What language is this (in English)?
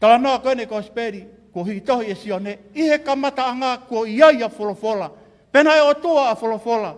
Tongan